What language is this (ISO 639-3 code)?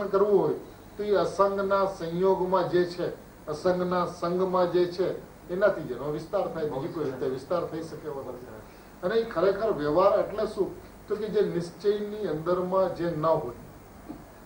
guj